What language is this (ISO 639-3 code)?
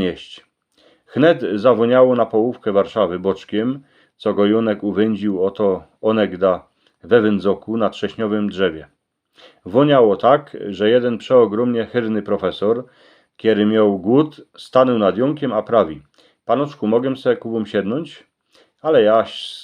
szl